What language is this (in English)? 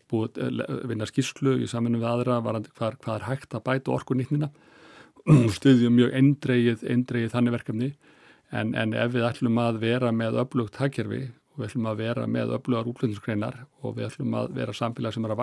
Icelandic